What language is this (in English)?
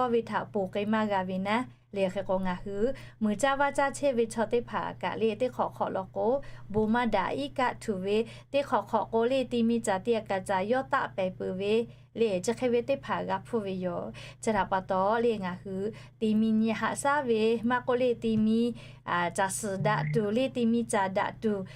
Lahu